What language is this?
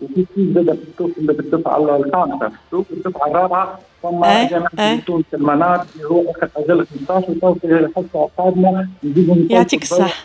Tunisian Arabic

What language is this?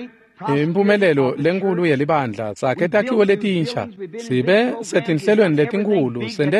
Swati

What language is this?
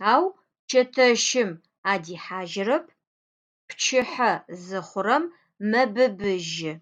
Adyghe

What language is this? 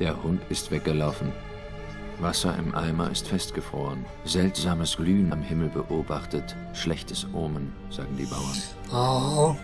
Swiss German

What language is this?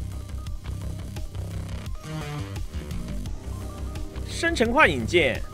Chinese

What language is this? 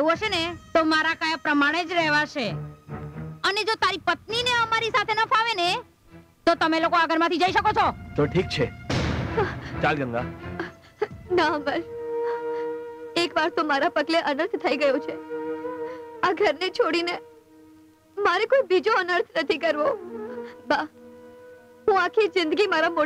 Gujarati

